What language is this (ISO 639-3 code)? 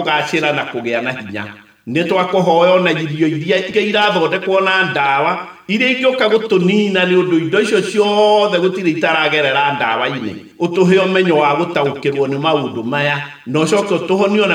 kik